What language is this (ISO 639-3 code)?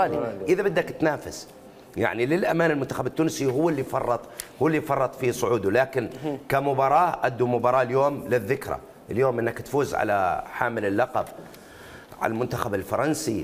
acm